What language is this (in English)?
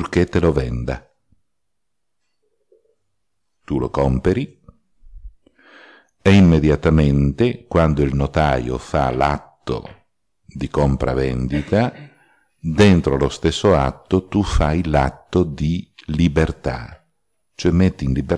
Italian